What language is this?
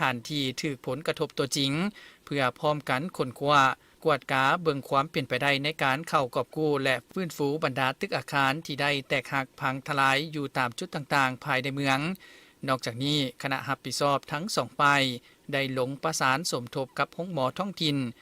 Lao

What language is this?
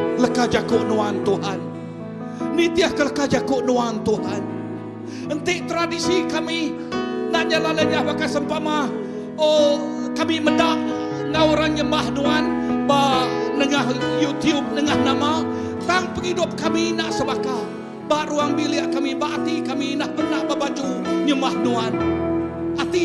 Iban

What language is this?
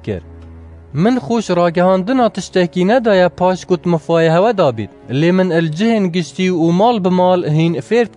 Kurdish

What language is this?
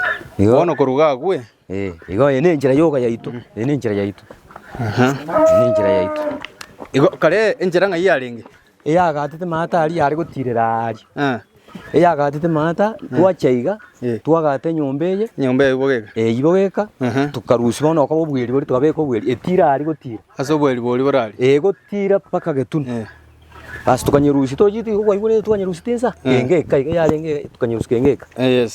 Gusii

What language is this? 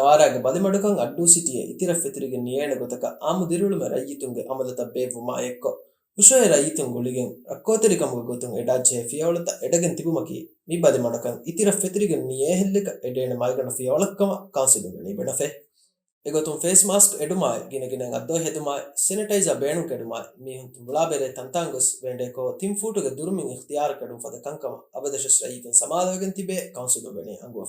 Divehi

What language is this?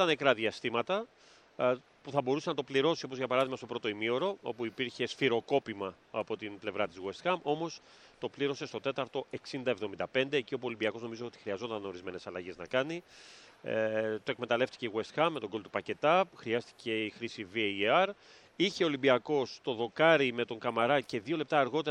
Greek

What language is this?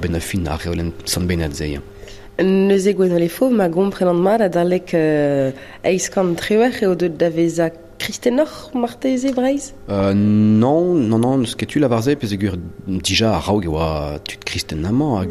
Breton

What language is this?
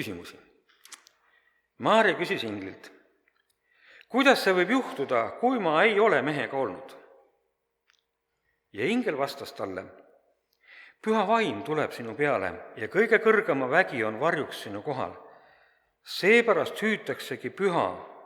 Estonian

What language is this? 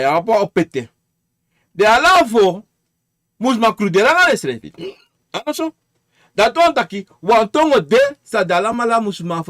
Sranan Tongo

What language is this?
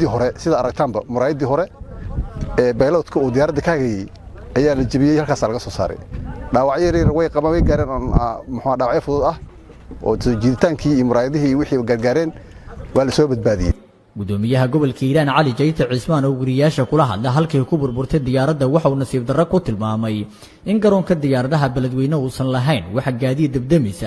Somali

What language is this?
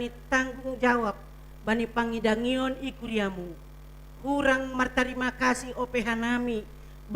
Batak Simalungun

